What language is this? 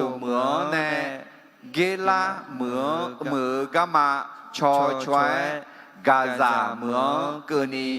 Akha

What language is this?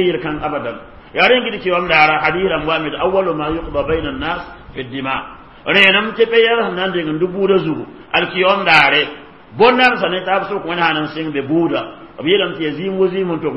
Mossi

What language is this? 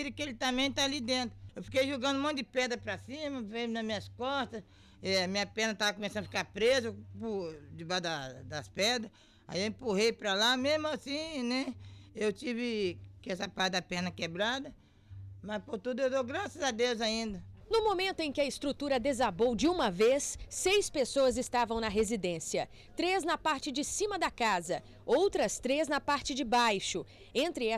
Portuguese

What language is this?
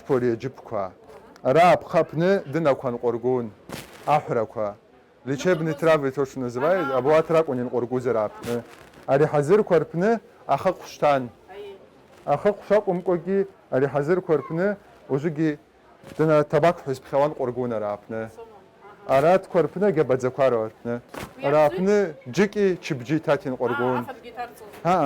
Abkhazian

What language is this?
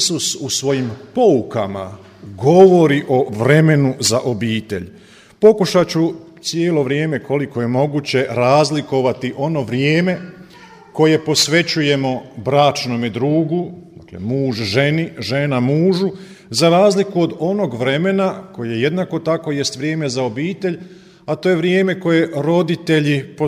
Croatian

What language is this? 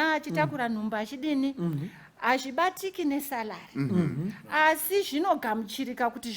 Shona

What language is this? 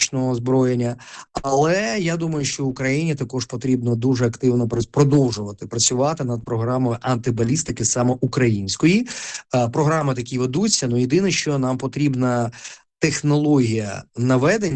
Ukrainian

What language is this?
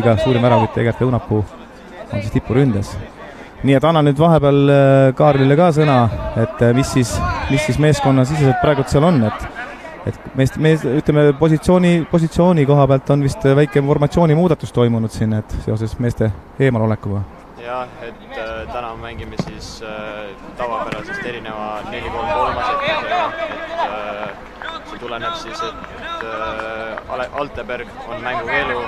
Estonian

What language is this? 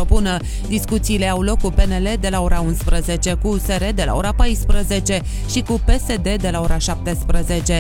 Romanian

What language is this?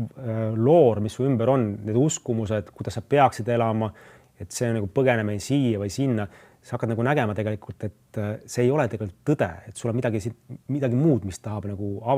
Estonian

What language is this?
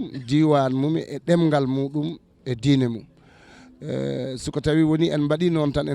Fula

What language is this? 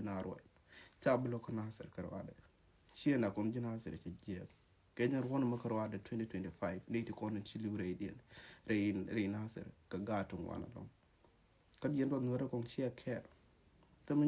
Nuer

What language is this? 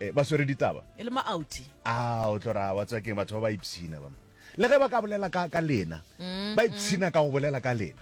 Northern Sotho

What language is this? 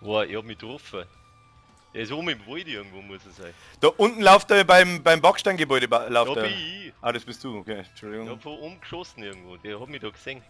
Bavarian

